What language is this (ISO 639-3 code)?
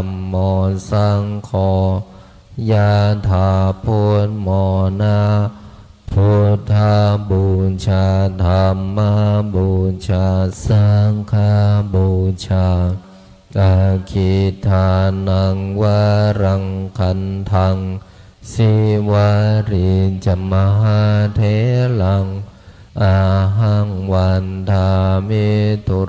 pli